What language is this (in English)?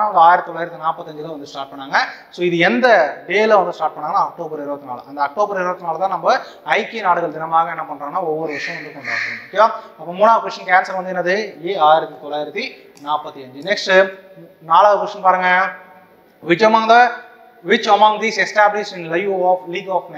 Tamil